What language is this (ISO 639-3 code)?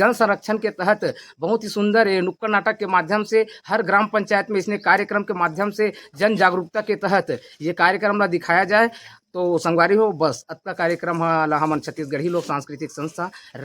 hne